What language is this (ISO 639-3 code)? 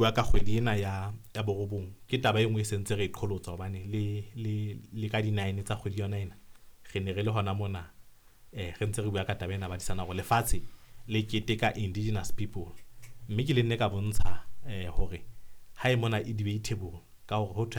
sot